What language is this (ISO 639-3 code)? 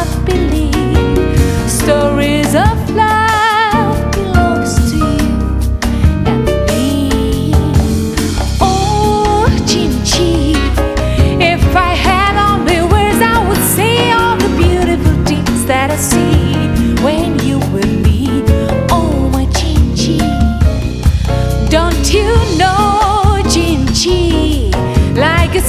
slk